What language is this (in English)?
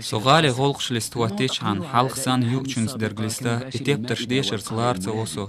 Chechen